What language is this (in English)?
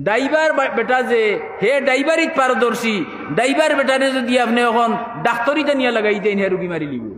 Sylheti